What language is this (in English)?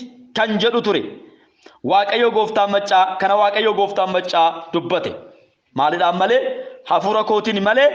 Oromo